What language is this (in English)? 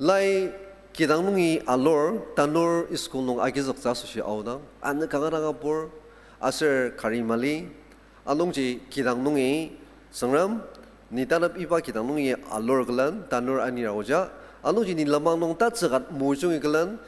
Ao Naga